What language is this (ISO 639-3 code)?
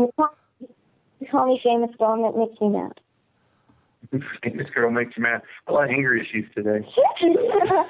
eng